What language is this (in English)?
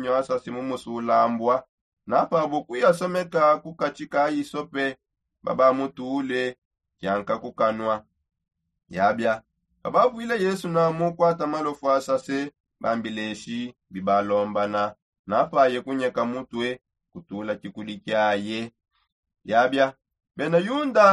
Songe